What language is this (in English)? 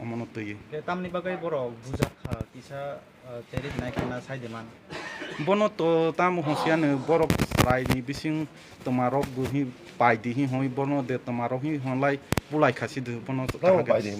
Kok Borok